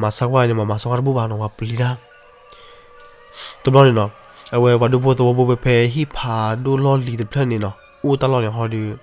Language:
S'gaw Karen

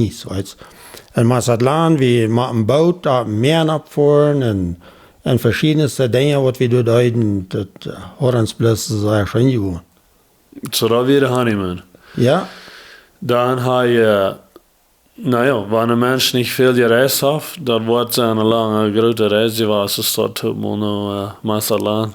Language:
Plautdietsch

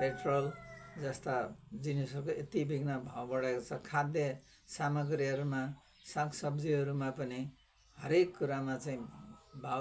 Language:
Nepali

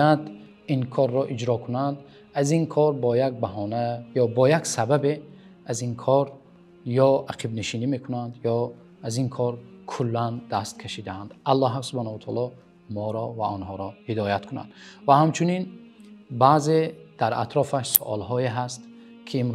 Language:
Tajik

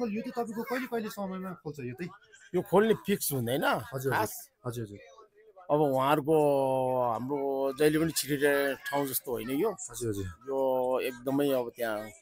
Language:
Nepali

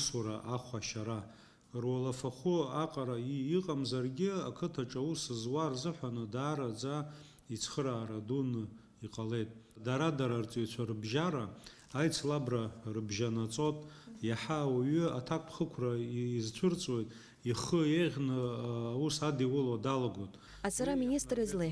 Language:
Abkhazian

